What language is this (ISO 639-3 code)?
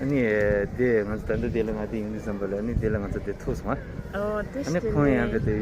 bod